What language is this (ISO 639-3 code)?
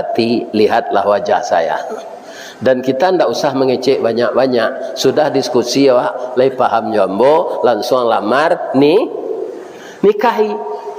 min